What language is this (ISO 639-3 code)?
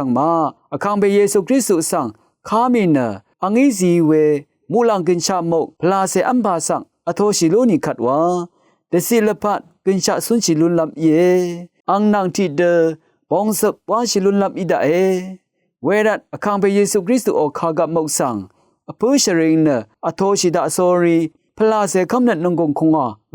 raw